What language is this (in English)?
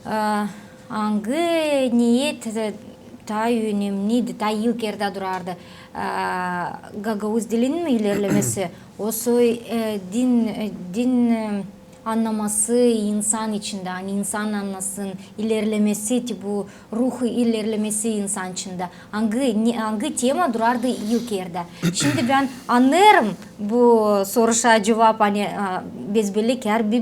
Gagauz